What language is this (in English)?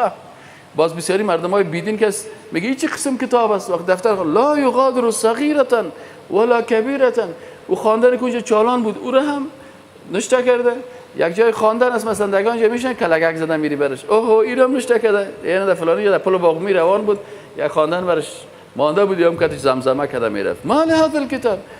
Persian